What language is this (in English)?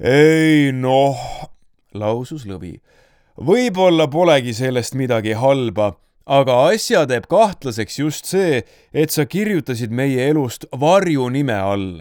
Estonian